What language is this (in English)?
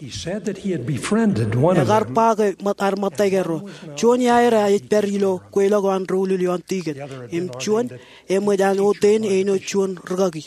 Marshallese